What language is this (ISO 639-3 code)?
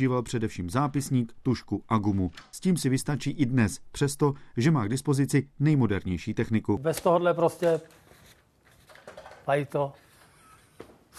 ces